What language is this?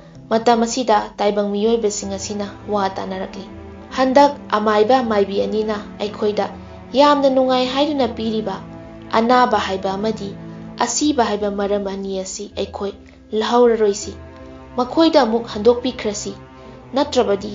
Manipuri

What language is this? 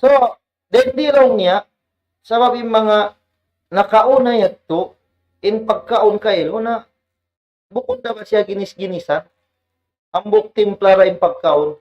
Tausug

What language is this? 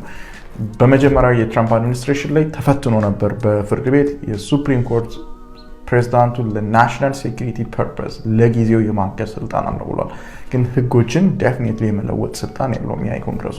Amharic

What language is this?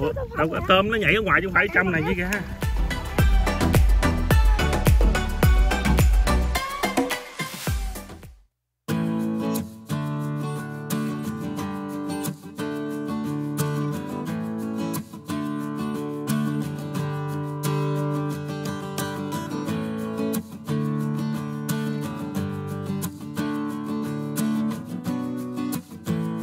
Vietnamese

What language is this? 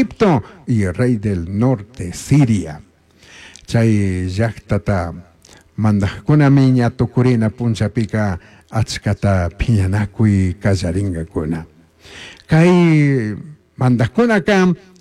Chimborazo Highland Quichua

